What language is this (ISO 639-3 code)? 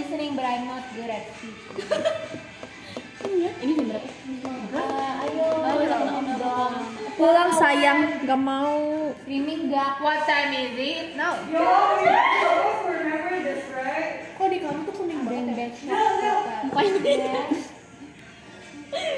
ind